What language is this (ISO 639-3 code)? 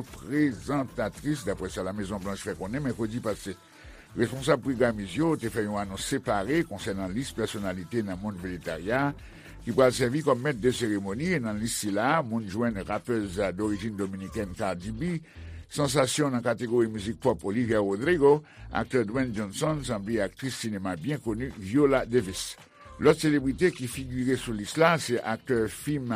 hat